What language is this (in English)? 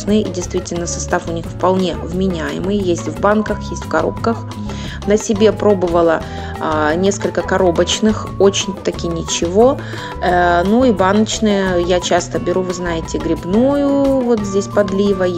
Russian